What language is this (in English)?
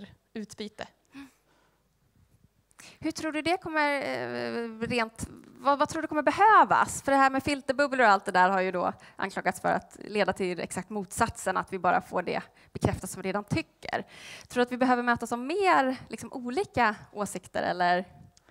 Swedish